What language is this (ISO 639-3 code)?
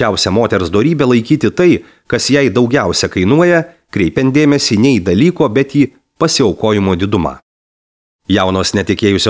lit